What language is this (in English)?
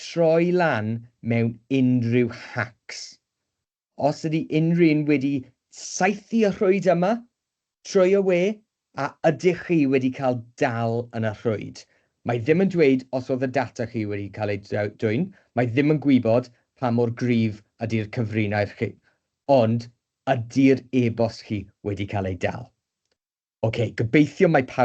Welsh